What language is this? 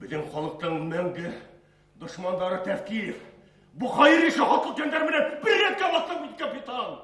Bashkir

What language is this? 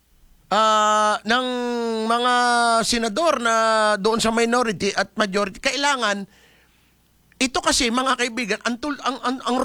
Filipino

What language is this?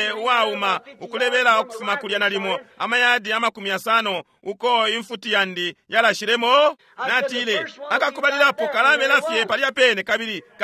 Bemba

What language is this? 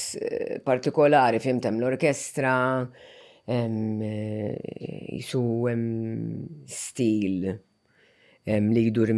Maltese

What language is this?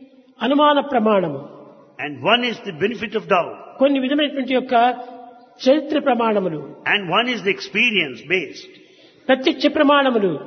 Telugu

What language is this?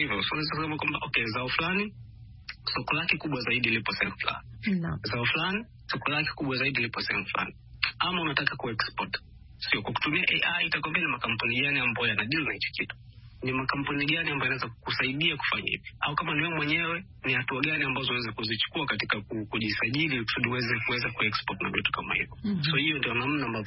Swahili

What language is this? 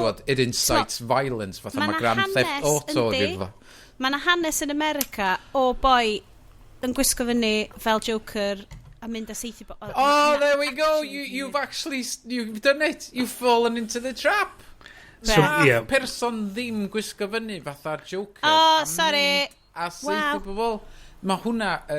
Welsh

